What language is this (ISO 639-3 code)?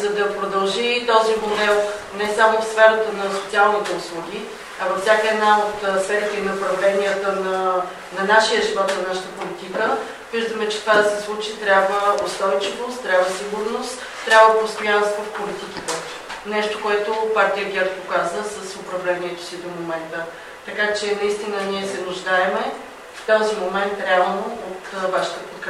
bul